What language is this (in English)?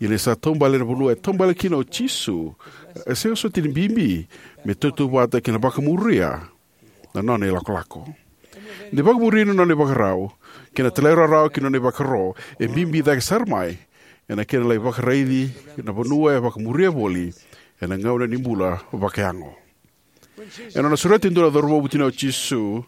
Fijian